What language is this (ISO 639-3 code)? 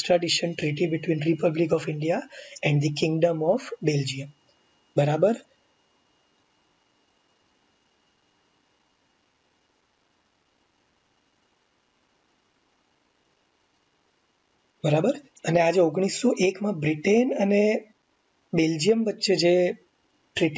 guj